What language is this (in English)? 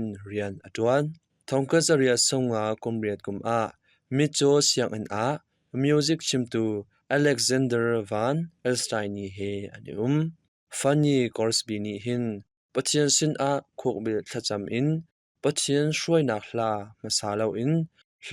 Hakha Chin